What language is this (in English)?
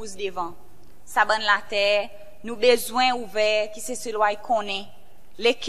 Seselwa Creole French